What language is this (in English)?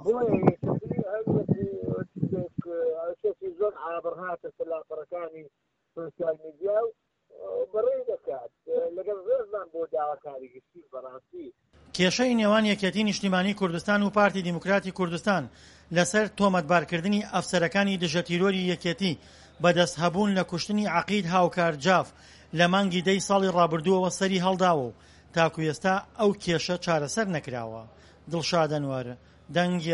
Central Kurdish